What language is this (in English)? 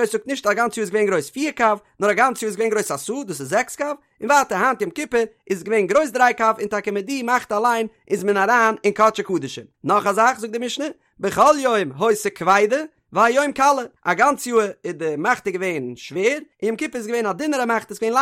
Yiddish